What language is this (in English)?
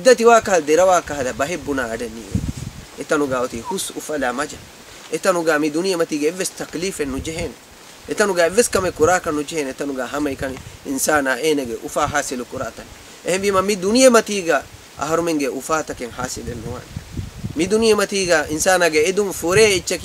Divehi